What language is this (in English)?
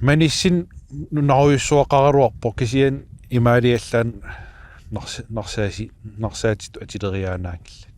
Kalaallisut